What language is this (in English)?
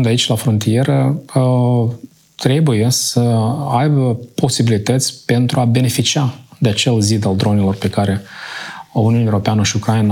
Romanian